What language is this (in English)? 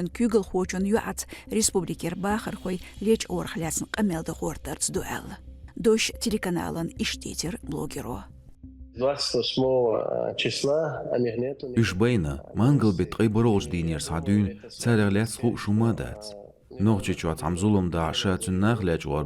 Chechen